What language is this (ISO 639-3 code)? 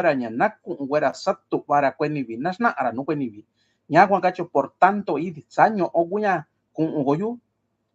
mix